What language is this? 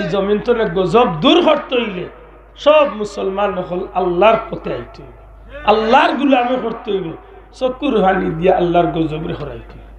Sylheti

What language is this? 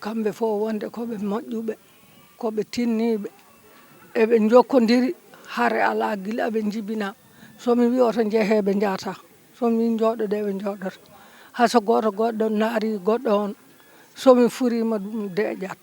Fula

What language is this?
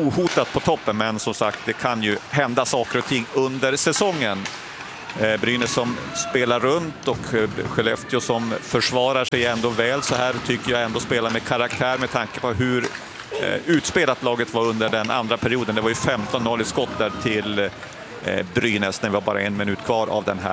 Swedish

